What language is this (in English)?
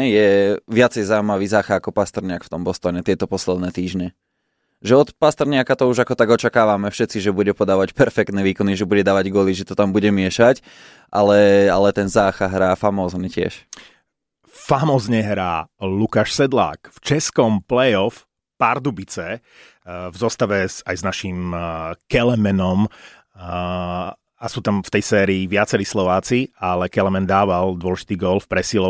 Slovak